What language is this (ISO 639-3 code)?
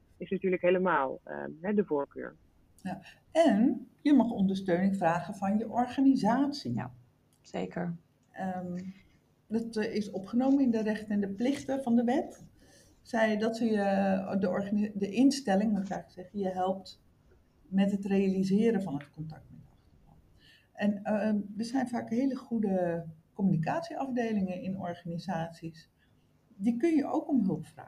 nld